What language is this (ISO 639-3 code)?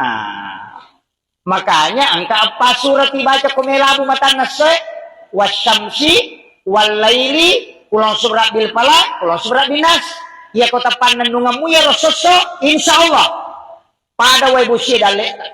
bug